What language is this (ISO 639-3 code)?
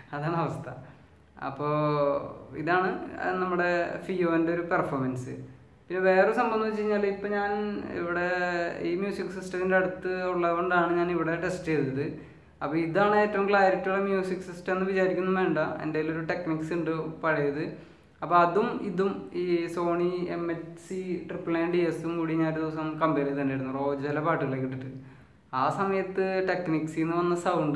mal